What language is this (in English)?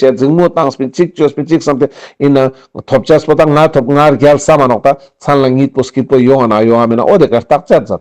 Ladakhi